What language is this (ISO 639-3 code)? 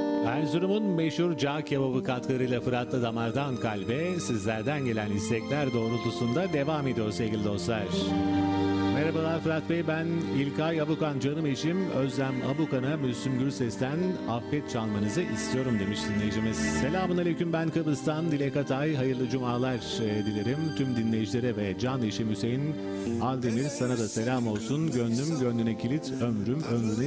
tur